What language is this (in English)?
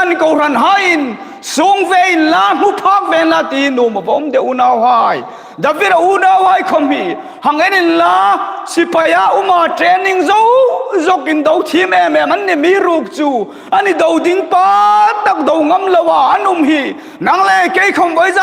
Hmar